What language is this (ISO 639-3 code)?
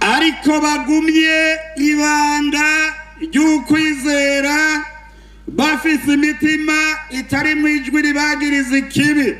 run